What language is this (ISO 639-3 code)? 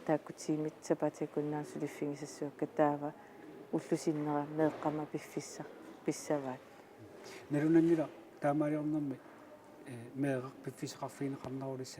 kal